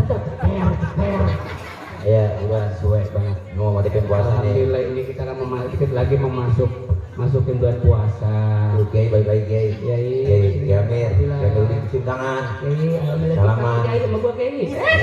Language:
Betawi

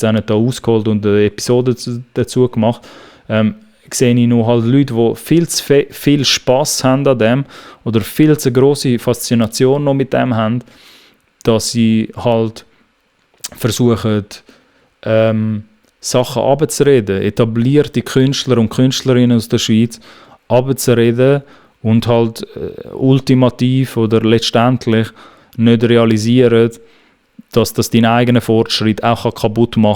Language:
Swiss German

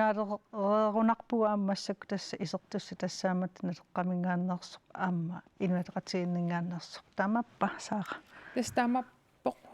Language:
Kalaallisut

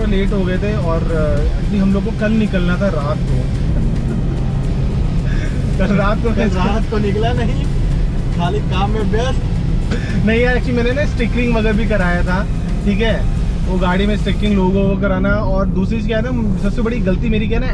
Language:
Hindi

